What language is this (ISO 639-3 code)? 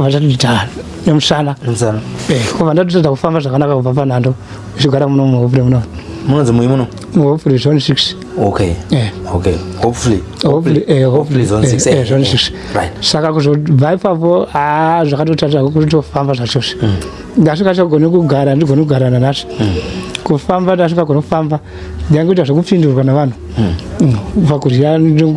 sna